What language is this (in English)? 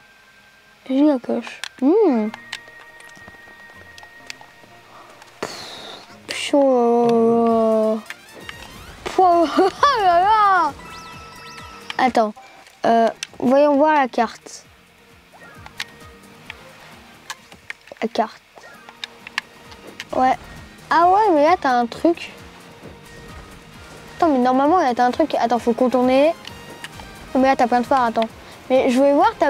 French